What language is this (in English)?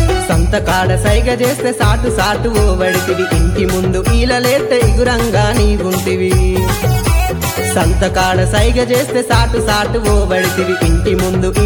Telugu